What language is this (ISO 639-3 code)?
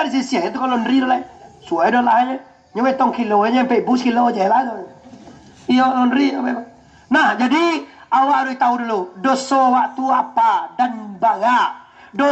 min